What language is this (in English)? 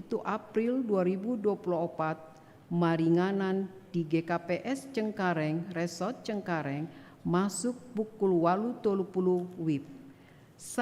Batak Toba